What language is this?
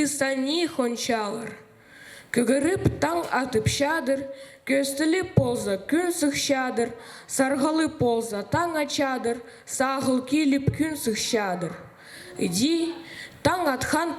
Khakas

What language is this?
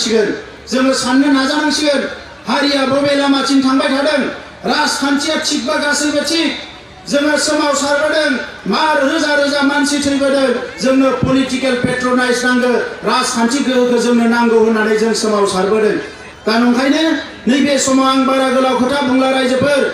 Bodo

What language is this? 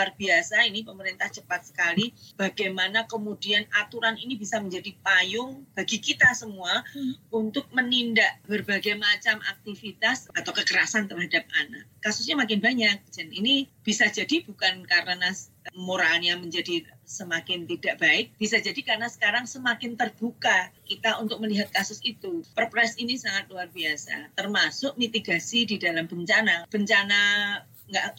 Indonesian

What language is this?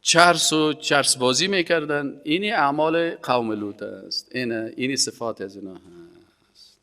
Persian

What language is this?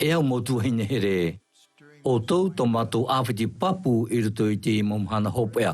Tahitian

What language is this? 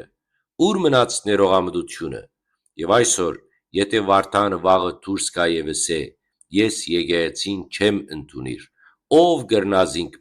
Western Armenian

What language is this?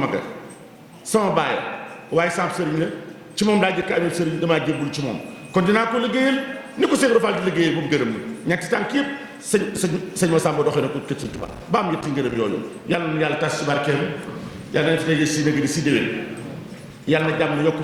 Wolof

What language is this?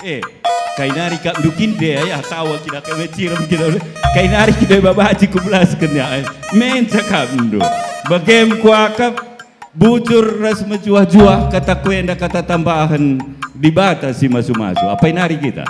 Batak Karo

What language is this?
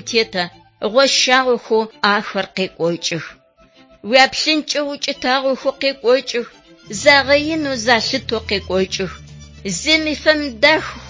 Adyghe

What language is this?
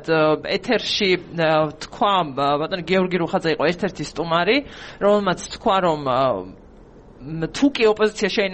Georgian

